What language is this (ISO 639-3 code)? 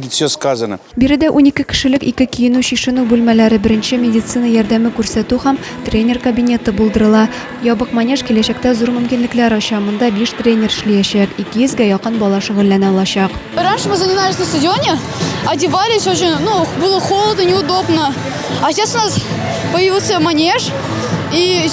tat